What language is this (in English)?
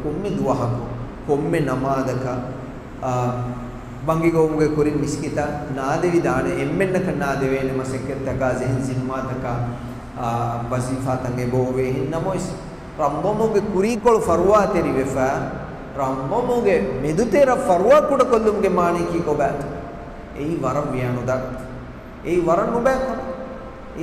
Divehi